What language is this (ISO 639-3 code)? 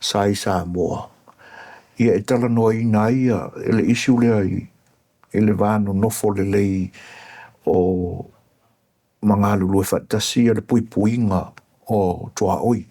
smo